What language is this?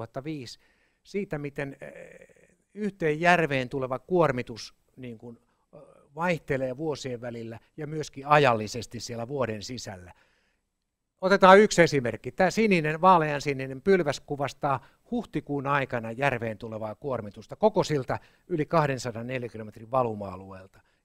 Finnish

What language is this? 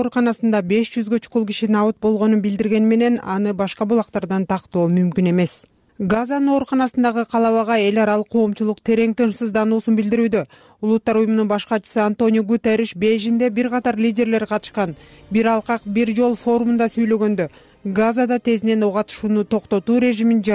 Kyrgyz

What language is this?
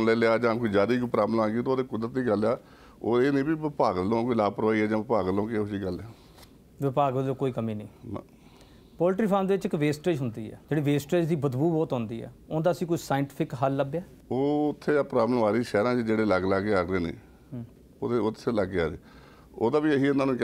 Punjabi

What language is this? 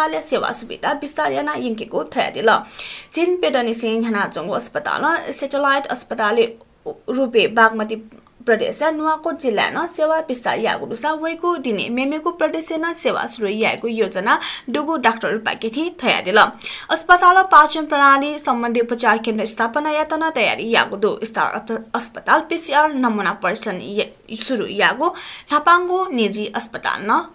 Newari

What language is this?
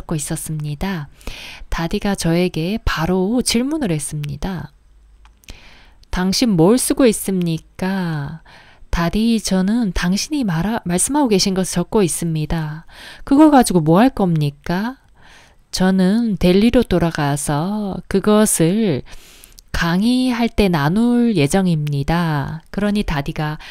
Korean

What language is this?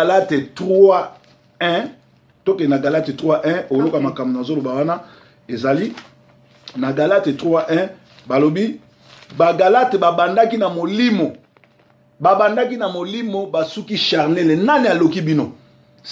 Lingala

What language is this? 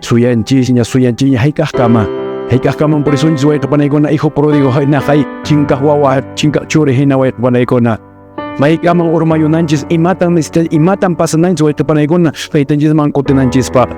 Quechua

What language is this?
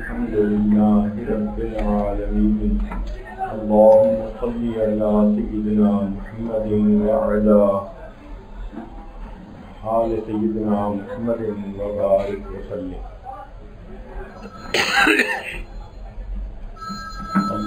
Urdu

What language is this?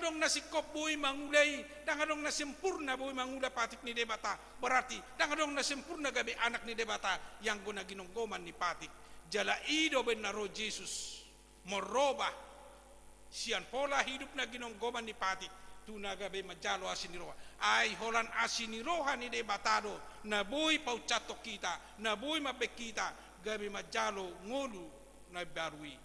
Batak Toba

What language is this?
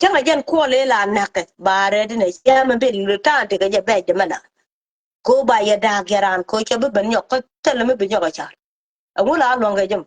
Nuer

